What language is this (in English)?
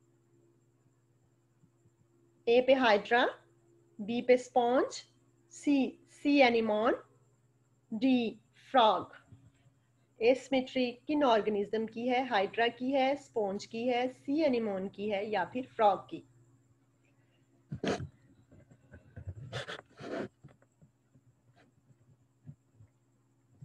Hindi